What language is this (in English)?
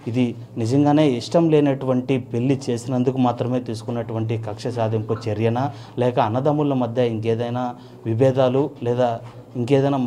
Telugu